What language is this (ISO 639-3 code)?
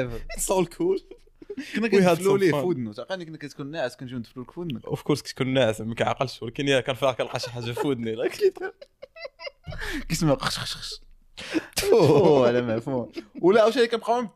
ary